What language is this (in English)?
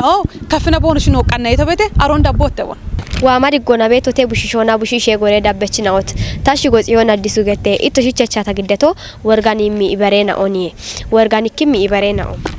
Kafa